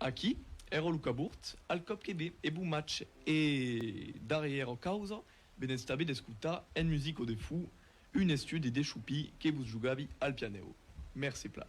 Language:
Occitan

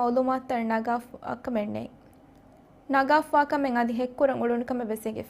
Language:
Divehi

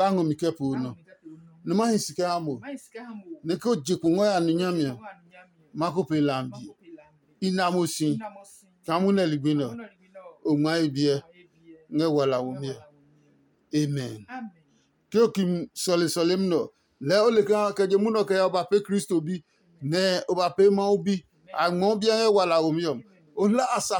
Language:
Adangme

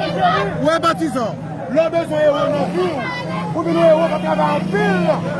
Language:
Haitian Creole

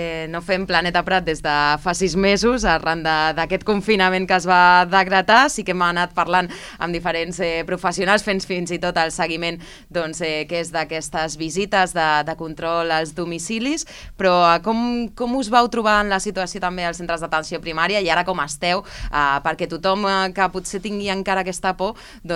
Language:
Catalan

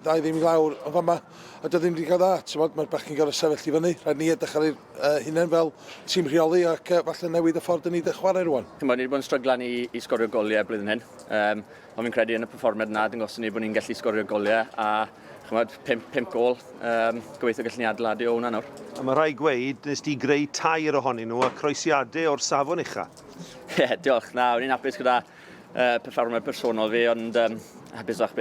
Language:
Welsh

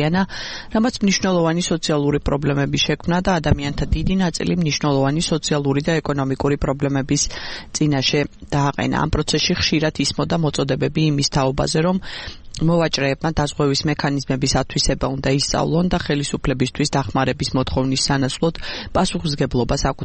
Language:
Georgian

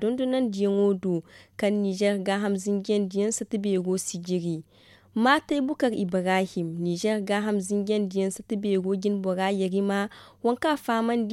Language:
Zarma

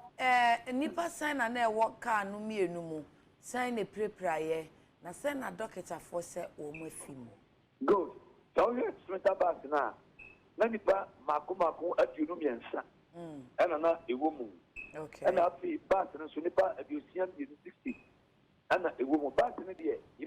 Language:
Akan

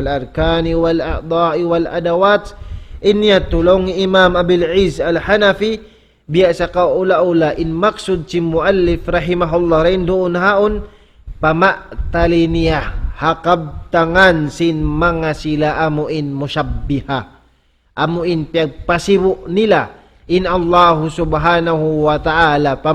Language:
Tausug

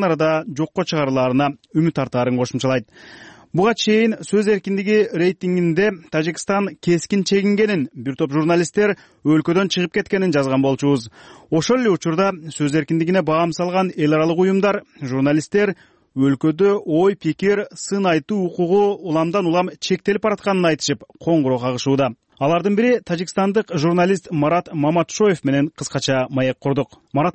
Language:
Kyrgyz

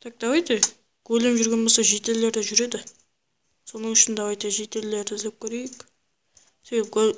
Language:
Kara-Kalpak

